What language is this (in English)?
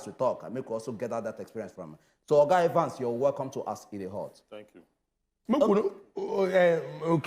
Nigerian Pidgin